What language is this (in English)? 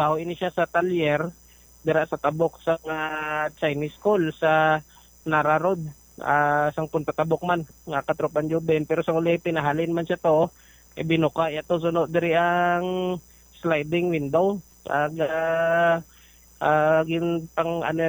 Hiligaynon